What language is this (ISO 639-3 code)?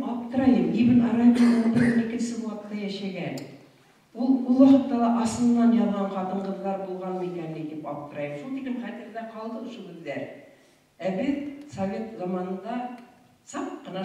bak